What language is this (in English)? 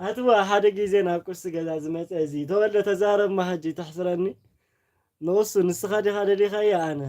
Tigrinya